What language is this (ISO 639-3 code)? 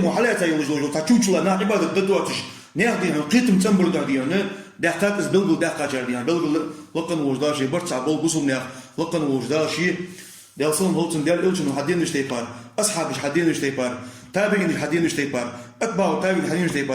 inh